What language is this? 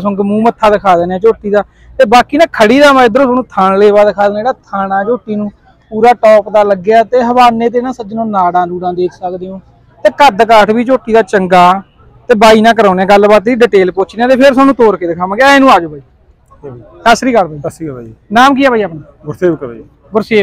Punjabi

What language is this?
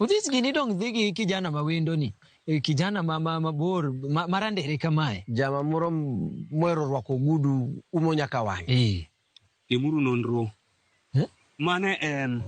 Luo (Kenya and Tanzania)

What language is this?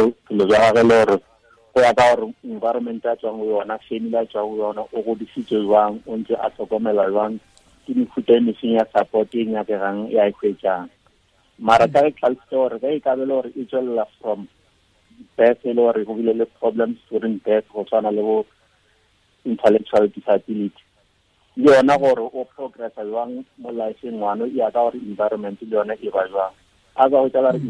Tswana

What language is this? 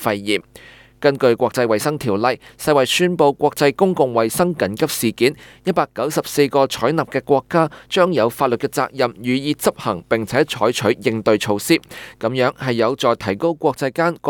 Cantonese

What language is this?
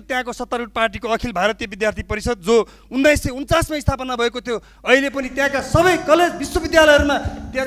Nepali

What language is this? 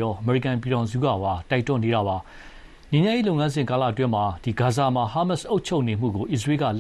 Burmese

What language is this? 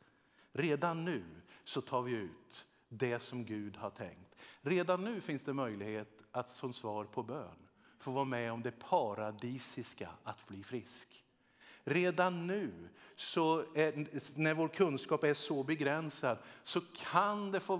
Swedish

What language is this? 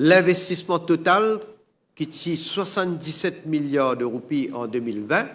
Morisyen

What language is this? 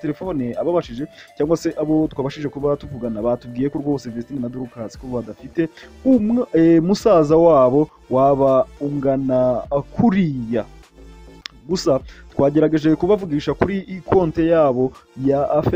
Kinyarwanda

